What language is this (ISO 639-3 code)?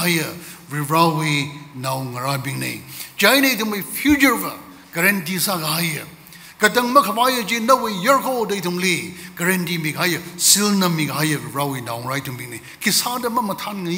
nmf